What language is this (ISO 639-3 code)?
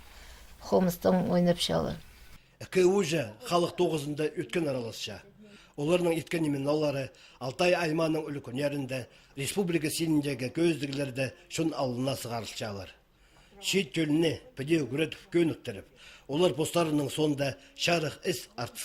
kjh